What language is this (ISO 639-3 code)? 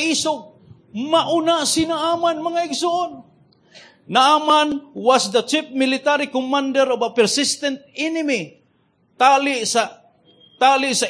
ceb